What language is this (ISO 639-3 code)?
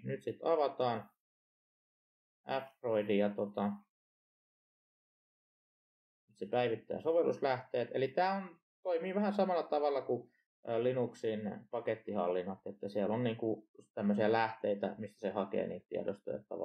fin